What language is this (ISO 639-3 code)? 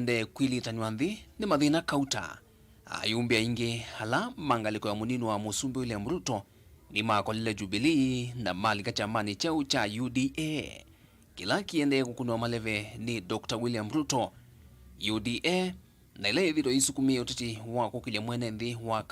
kam